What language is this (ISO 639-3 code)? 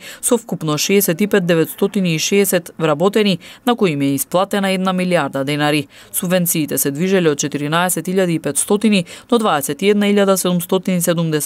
mkd